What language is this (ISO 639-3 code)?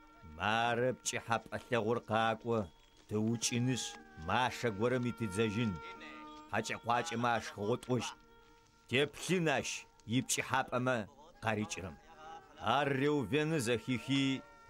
ady